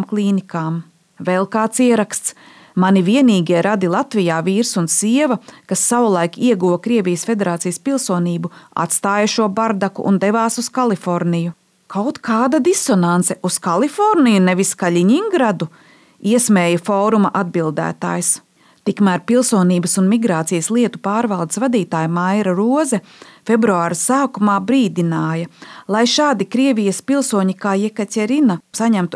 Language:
Latvian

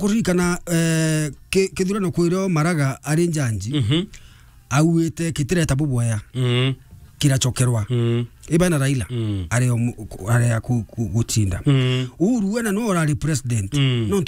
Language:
Meru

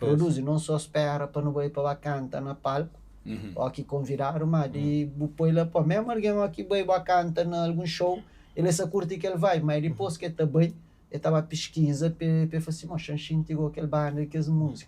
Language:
Kabuverdianu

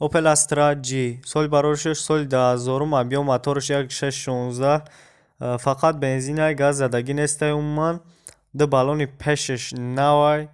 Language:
Tajik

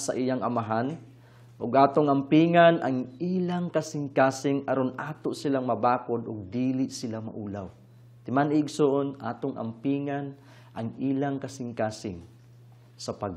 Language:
Cebuano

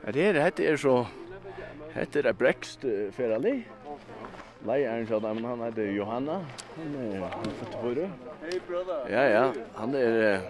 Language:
Faroese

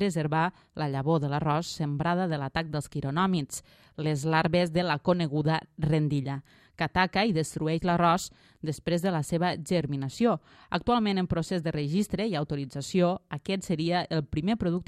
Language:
Catalan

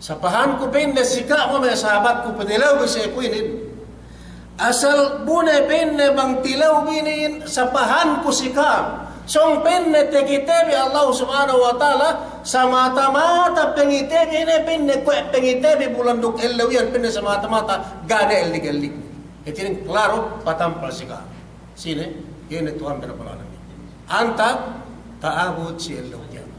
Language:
Yakan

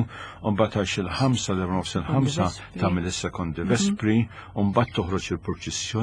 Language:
Maltese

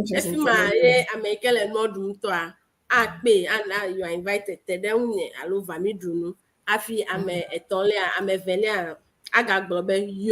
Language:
Ewe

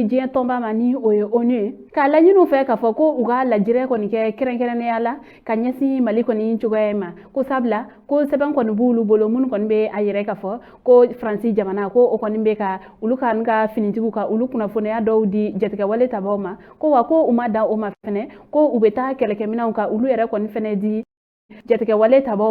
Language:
Bambara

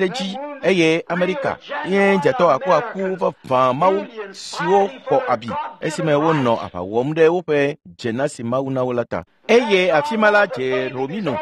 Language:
Ewe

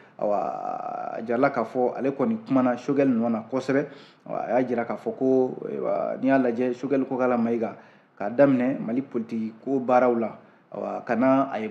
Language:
Bambara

